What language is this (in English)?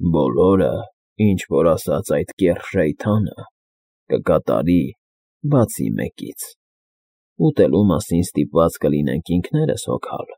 Armenian